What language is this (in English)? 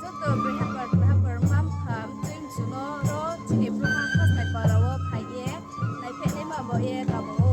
Riang (India)